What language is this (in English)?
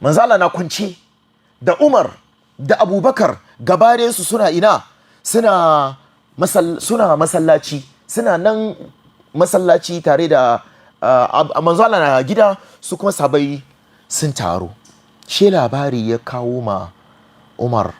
Hausa